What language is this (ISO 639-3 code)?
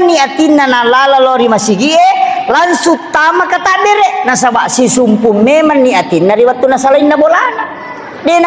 bug